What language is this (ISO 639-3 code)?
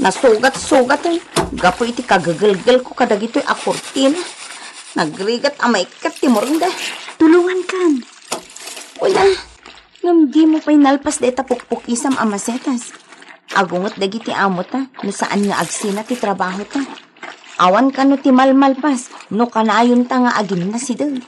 ilo